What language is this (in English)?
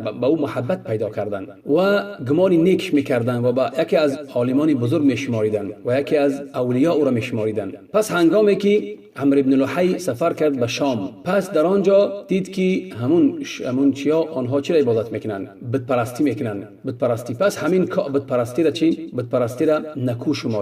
Tajik